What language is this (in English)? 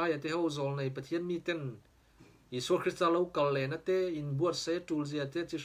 Mizo